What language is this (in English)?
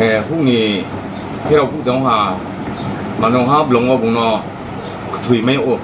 Riang (India)